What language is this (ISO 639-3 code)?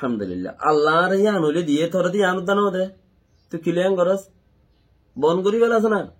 rhg